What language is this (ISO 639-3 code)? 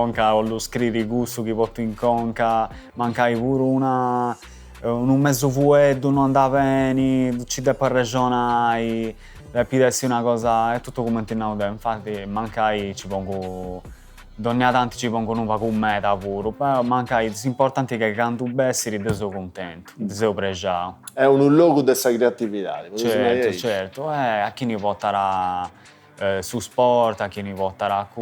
srd